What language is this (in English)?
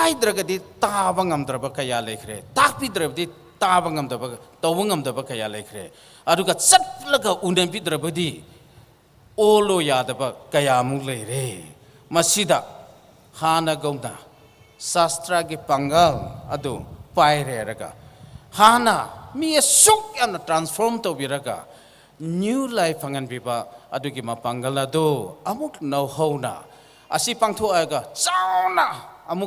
Tangkhul Naga (India)